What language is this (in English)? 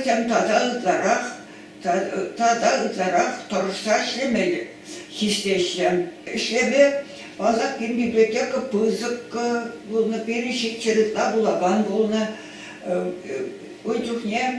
Chuvash